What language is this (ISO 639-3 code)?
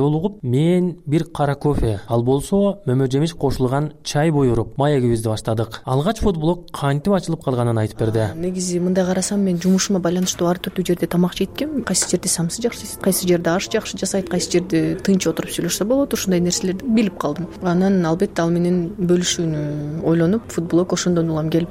kir